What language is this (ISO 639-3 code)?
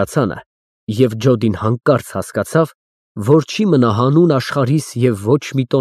hye